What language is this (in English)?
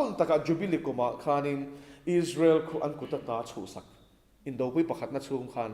Mizo